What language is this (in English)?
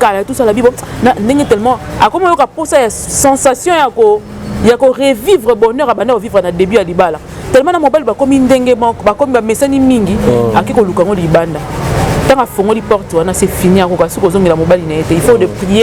Lingala